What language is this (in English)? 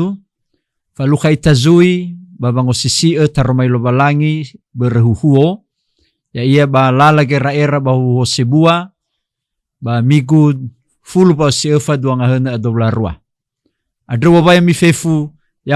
Nias